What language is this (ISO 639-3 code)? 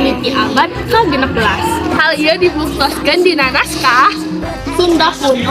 sun